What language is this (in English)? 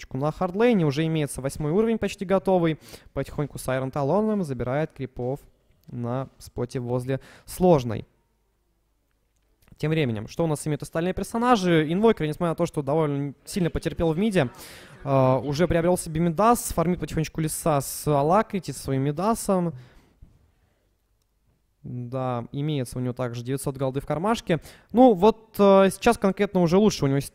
Russian